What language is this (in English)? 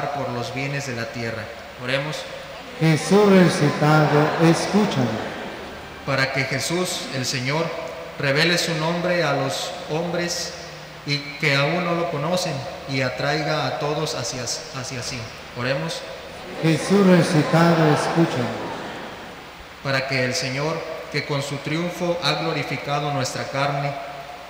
Spanish